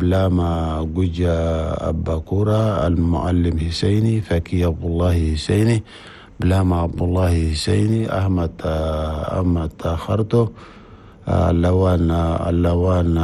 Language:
Chadian Arabic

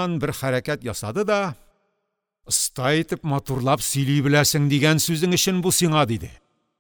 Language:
Tatar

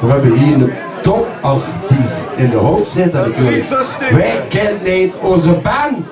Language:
Limburgish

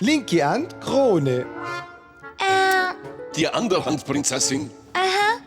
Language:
Swiss German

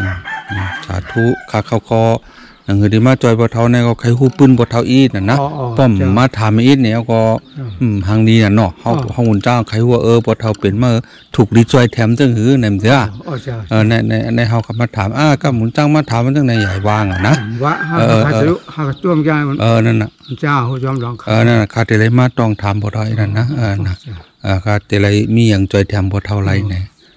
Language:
Shan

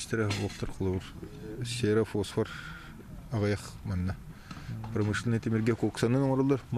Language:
Yakut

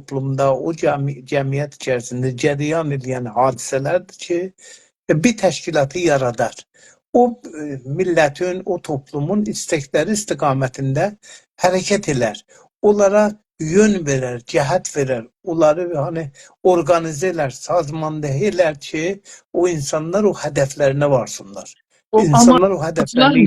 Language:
South Azerbaijani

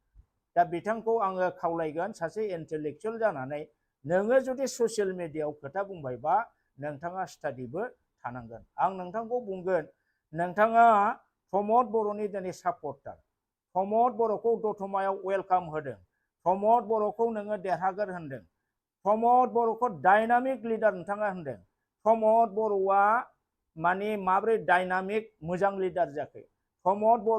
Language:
Bodo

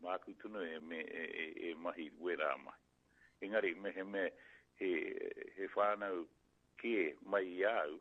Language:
Māori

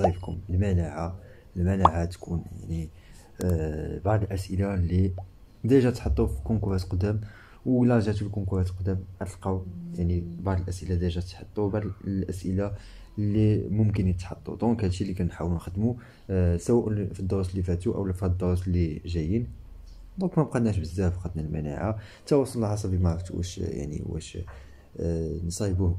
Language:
Moroccan Arabic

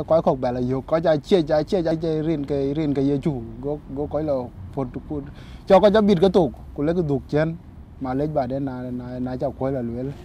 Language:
Dinka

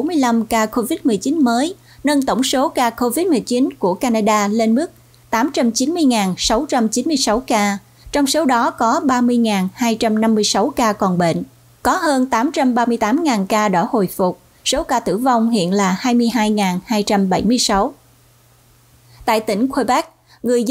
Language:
Vietnamese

